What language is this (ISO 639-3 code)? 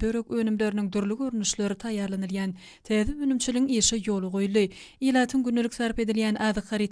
tuk